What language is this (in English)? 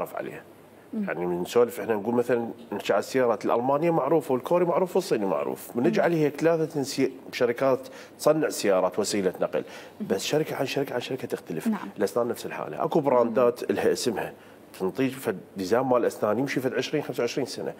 Mesopotamian Arabic